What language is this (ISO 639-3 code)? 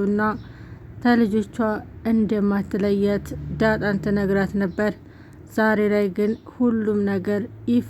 amh